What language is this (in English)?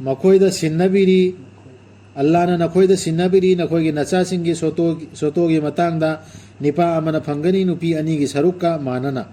Manipuri